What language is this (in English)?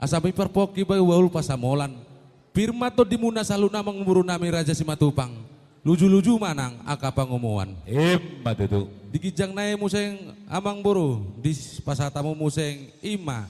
Batak Toba